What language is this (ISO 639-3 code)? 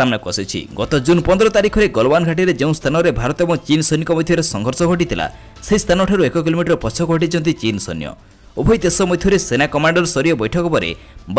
ori